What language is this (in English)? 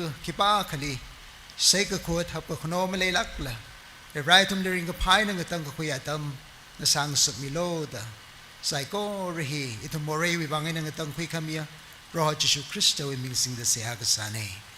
Tangkhul Naga (India)